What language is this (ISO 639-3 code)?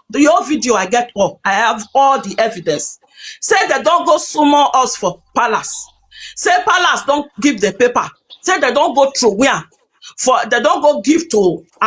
pcm